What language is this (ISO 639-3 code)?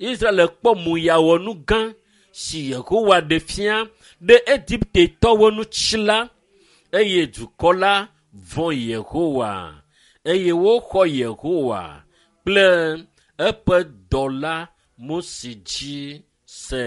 ewe